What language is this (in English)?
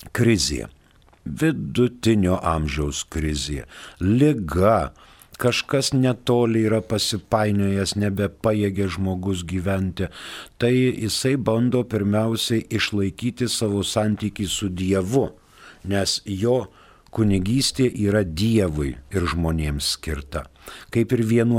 Lithuanian